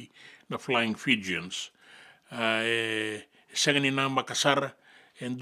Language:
Fijian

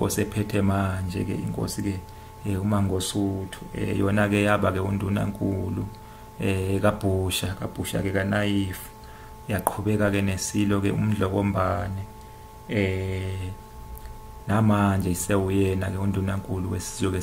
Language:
Zulu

